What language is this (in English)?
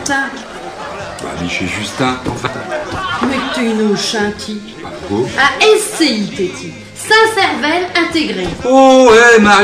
Picard